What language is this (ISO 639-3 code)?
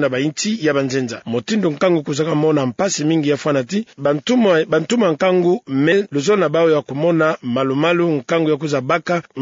ktu